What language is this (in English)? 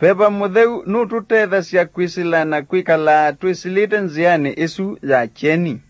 Kamba